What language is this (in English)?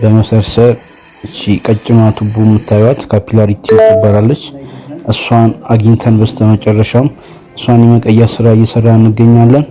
Amharic